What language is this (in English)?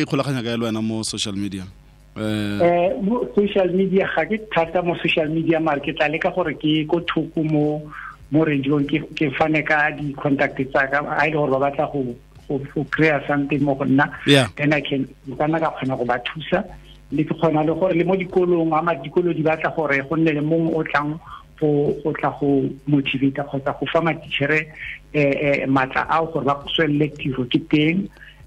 Tswana